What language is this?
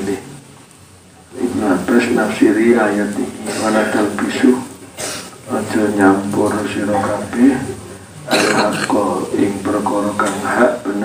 Javanese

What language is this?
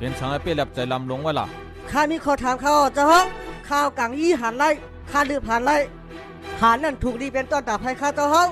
Shan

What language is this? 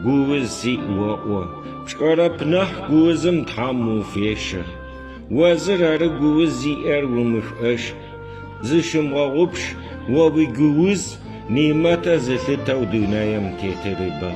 Adyghe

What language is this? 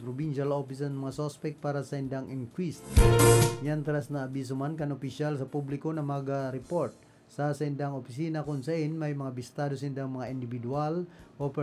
Bikol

